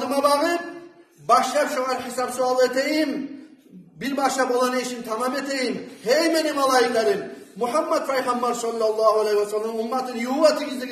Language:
Kumyk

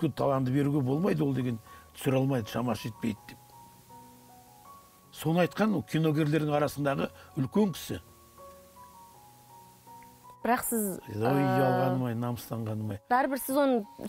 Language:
Kazakh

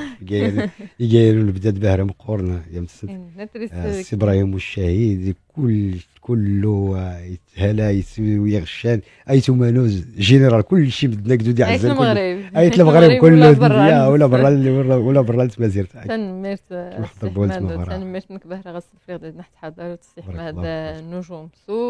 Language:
Moroccan Arabic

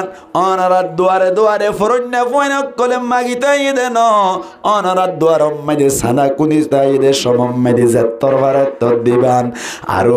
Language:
Rohingya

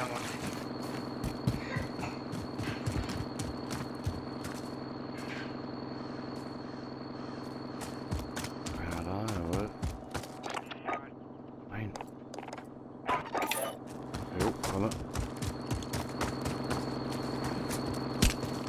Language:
German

